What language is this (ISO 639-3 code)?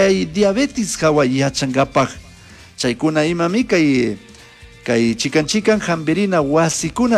qug